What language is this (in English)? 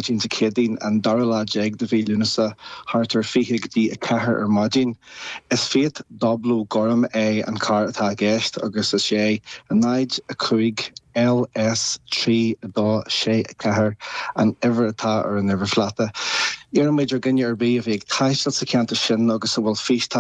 Irish